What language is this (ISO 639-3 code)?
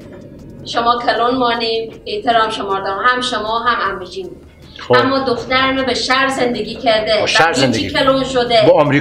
fas